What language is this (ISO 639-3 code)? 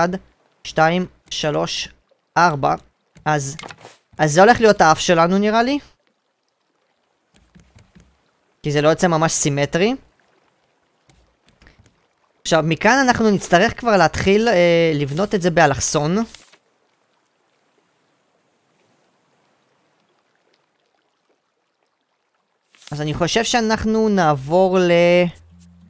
heb